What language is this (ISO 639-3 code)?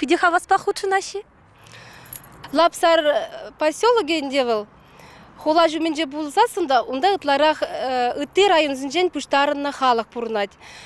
chv